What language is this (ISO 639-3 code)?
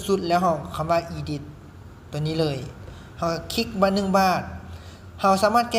lao